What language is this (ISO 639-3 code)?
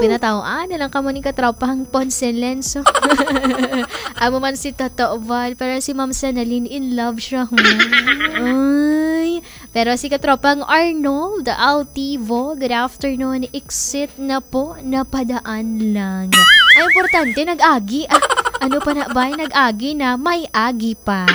hil